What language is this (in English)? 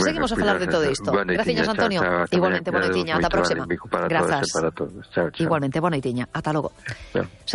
Galician